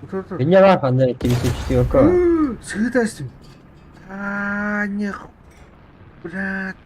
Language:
Yakut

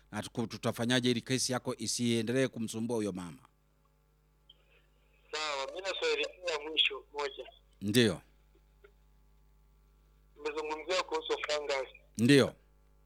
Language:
Swahili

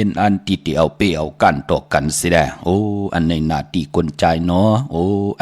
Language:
Shan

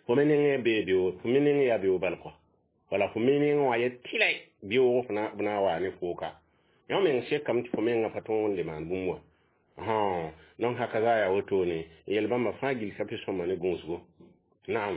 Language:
Mossi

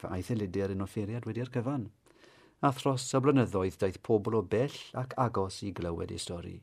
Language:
Welsh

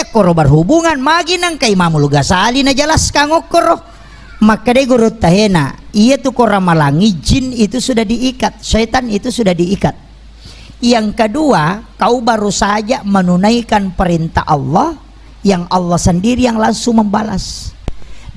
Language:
Buginese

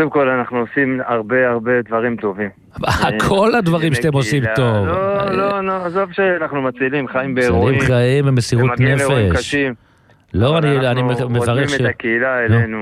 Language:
Hebrew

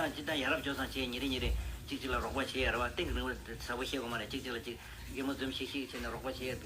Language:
Tibetan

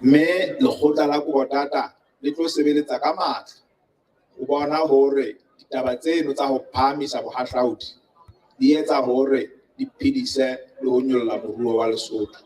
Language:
Southern Sotho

